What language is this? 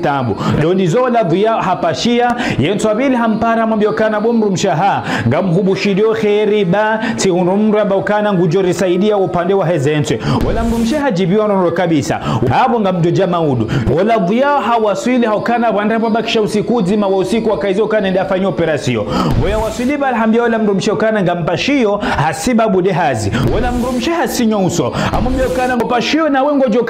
Ngazidja Comorian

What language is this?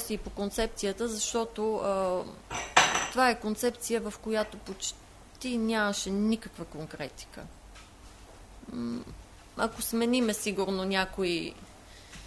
Bulgarian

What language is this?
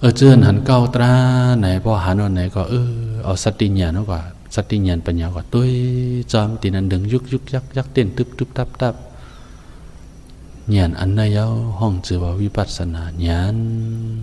Shan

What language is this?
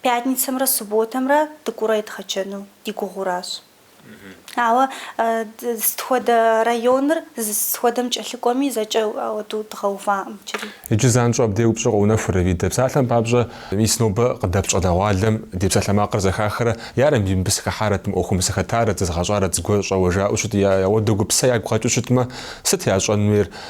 Kabardian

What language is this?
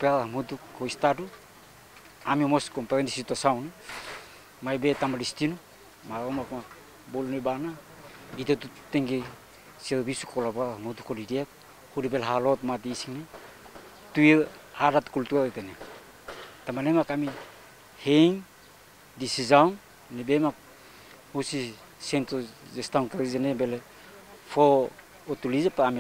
Tetum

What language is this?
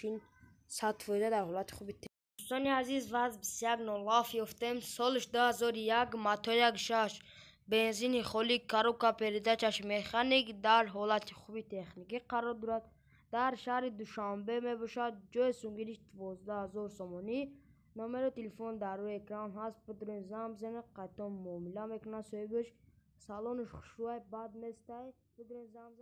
Tajik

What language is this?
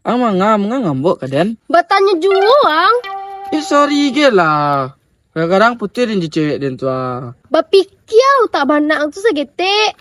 Minangkabau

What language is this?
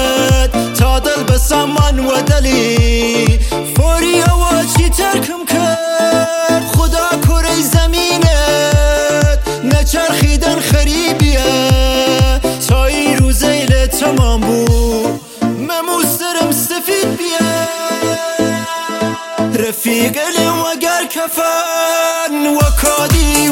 Persian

